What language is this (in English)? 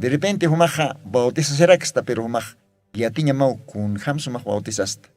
Aymara